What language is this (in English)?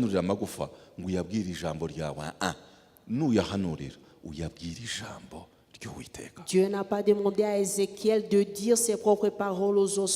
Kinyarwanda